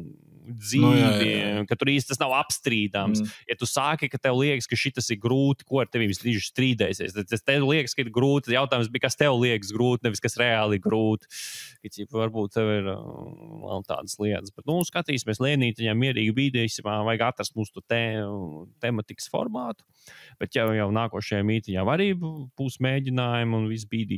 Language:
Latvian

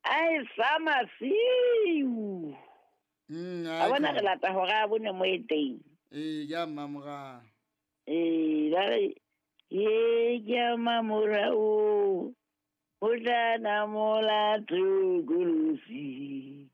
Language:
Southern Sotho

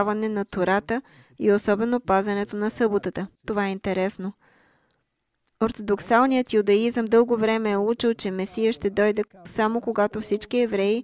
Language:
Bulgarian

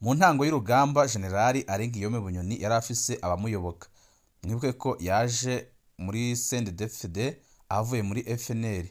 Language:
Rundi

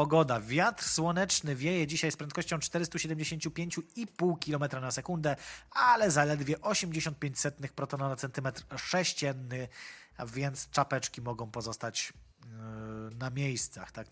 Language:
Polish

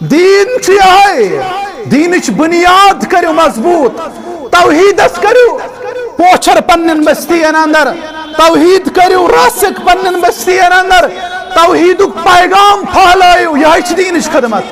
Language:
Kashmiri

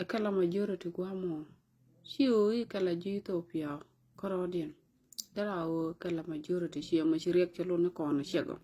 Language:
Nuer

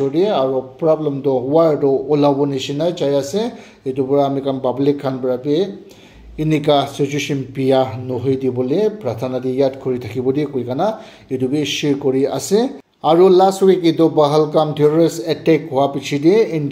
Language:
Naga Pidgin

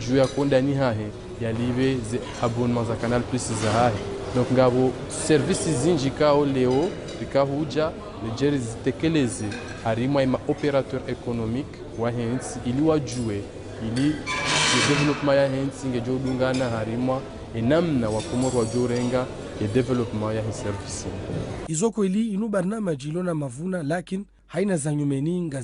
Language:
Ngazidja Comorian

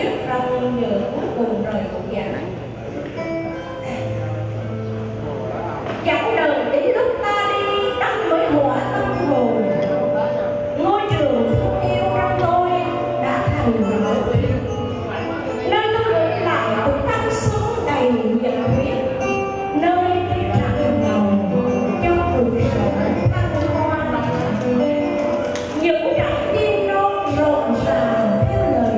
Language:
Vietnamese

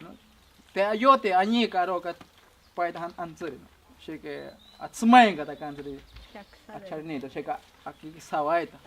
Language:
Ashéninka Perené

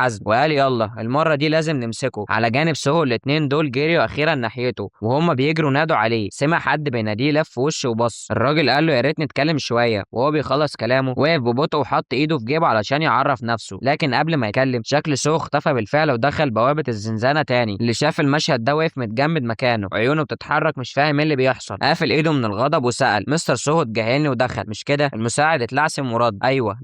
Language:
Egyptian Arabic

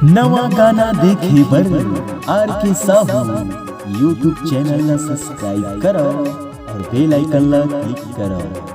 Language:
Chhattisgarhi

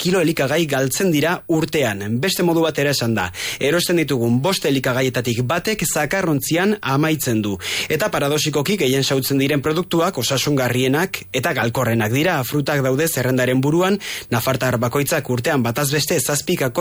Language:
Basque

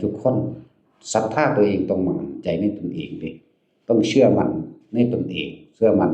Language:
Northeastern Thai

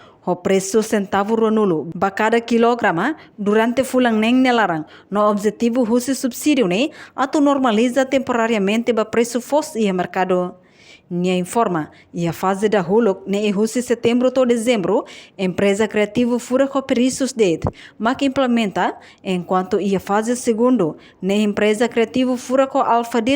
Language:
Tetum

